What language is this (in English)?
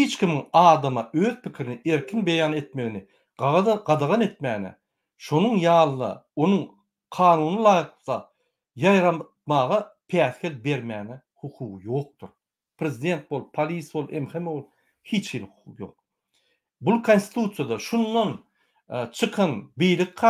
Turkmen